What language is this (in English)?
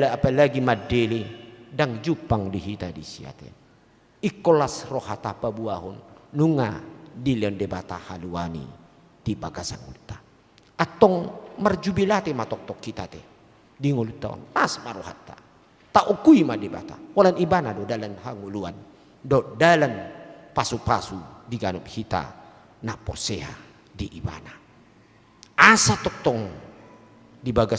Batak Toba